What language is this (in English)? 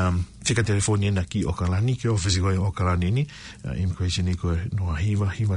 Tongan